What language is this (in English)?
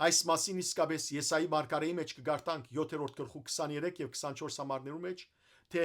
Western Armenian